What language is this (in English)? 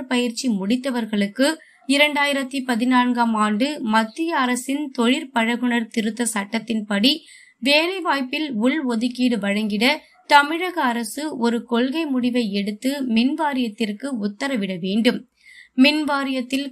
Tamil